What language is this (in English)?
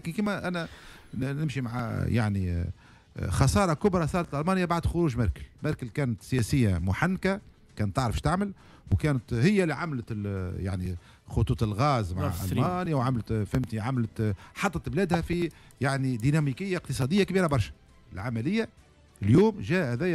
Tunisian Arabic